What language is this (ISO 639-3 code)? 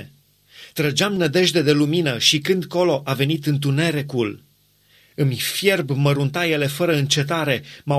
ron